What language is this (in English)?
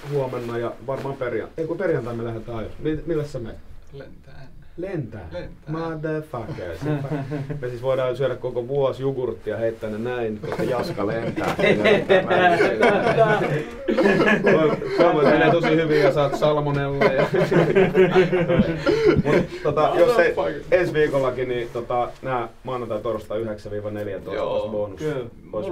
Finnish